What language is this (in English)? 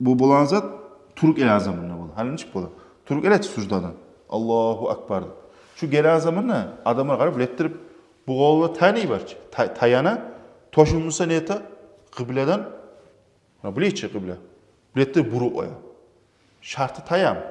Kumyk